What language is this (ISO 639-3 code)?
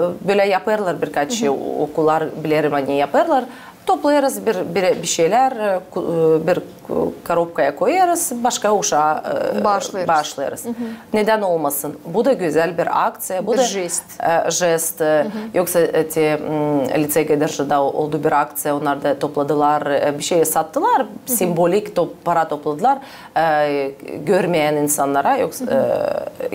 gag